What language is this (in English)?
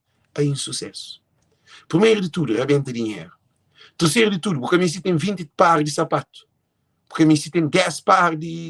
Kabuverdianu